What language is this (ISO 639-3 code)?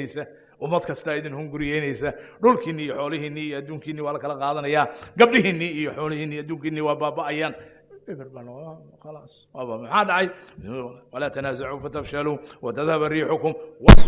som